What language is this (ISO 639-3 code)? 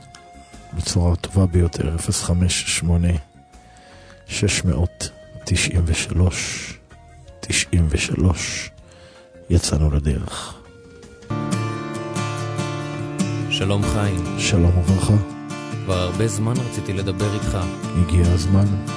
heb